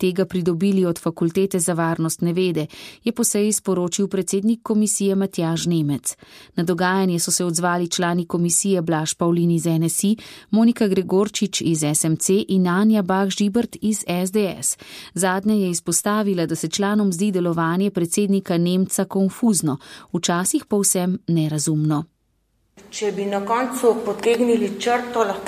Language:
Slovenian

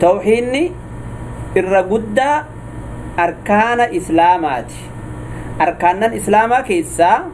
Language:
Oromo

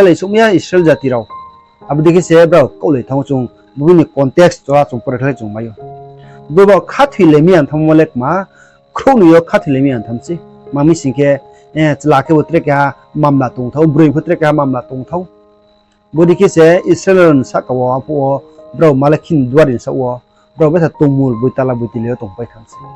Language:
Riang (India)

